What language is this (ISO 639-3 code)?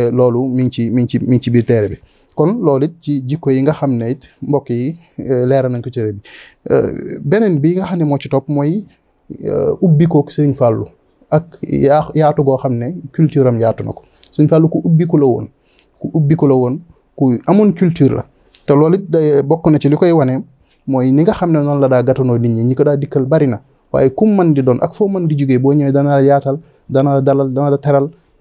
wol